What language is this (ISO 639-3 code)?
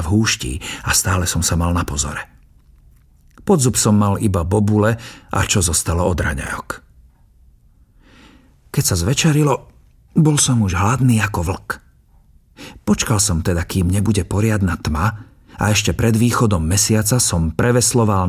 slk